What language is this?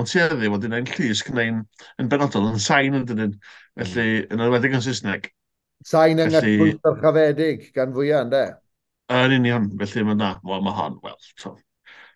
Welsh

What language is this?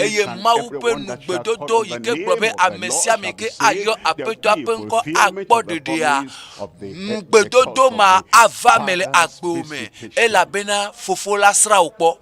Ewe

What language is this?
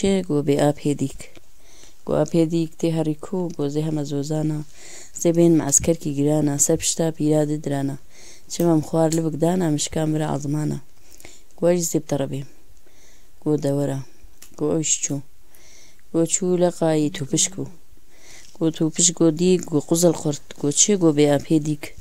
Kurdish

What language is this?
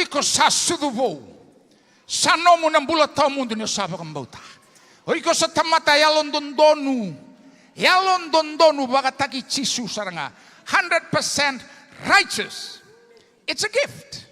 Fijian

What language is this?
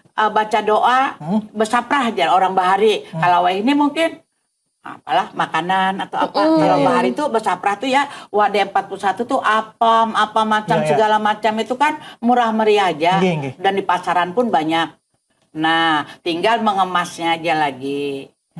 Banjar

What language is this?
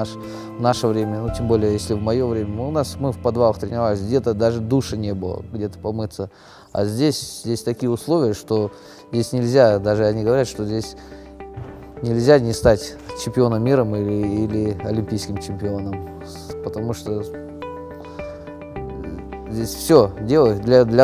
Russian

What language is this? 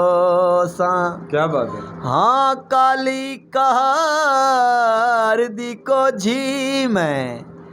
Saraiki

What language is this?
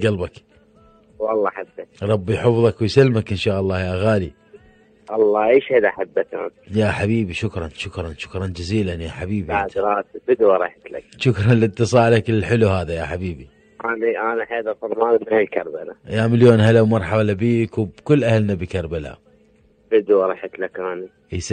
Mesopotamian Arabic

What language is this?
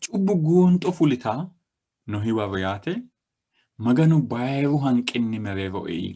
Sidamo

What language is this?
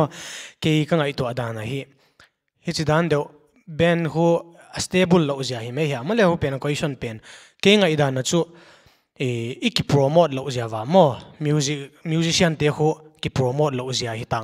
Paite Chin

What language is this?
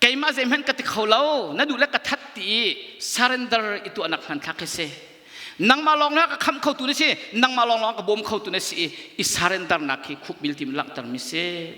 Hakha Chin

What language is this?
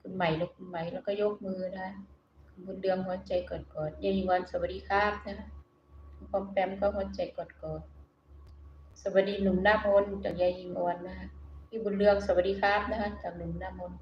Northeastern Thai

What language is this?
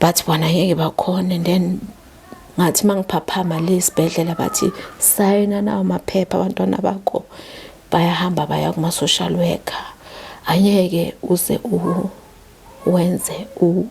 Zulu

